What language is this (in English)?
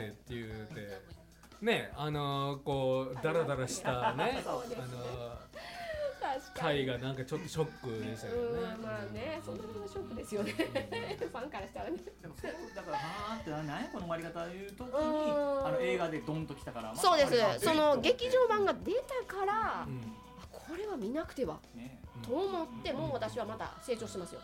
Japanese